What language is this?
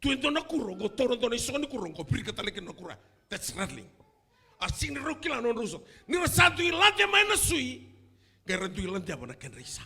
Fijian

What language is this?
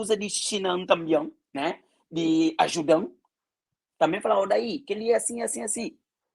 Kabuverdianu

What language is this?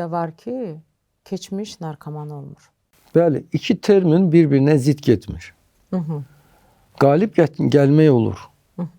Azerbaijani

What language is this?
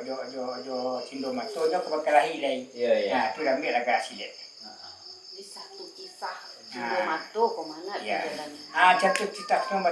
Minangkabau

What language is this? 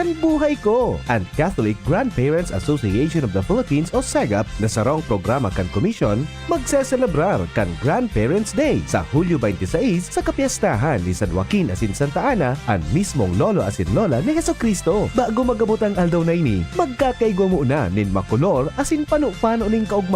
Bikol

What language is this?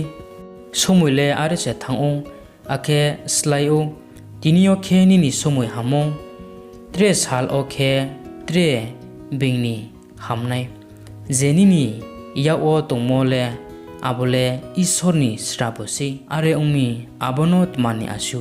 Riang (India)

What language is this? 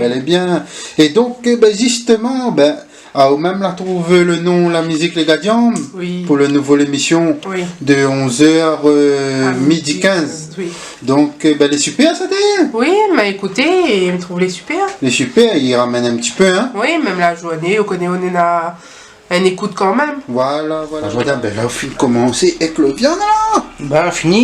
Réunion Creole French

